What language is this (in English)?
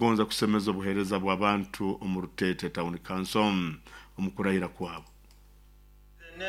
Nyoro